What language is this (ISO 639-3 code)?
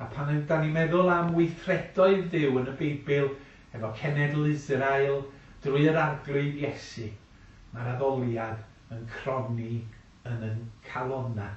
cym